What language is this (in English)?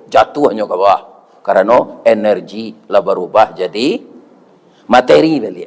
Minangkabau